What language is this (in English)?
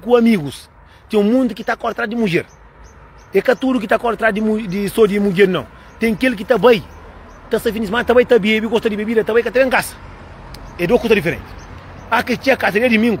Kabuverdianu